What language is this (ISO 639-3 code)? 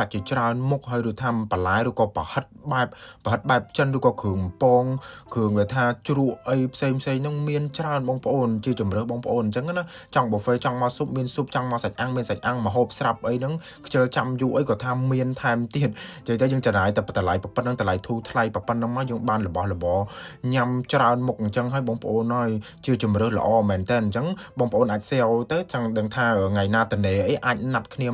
khm